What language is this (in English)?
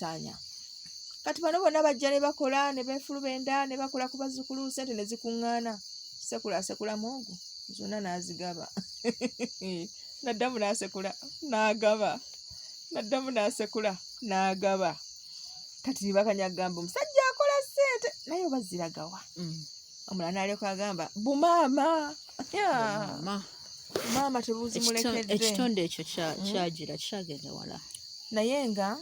Ganda